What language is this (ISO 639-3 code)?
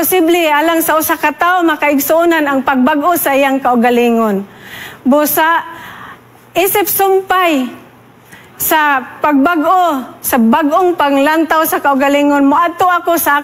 ceb